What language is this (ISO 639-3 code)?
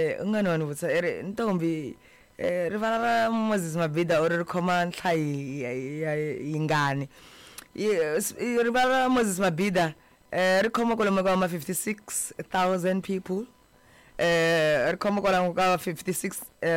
tso